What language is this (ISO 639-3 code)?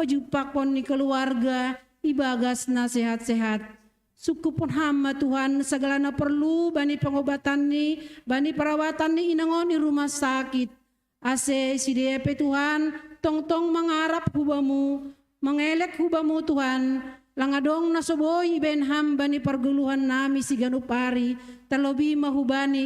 bts